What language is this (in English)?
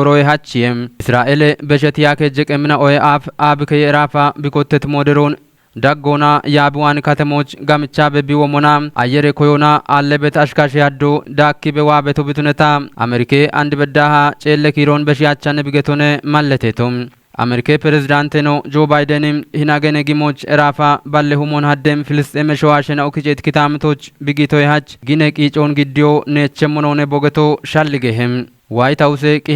Kafa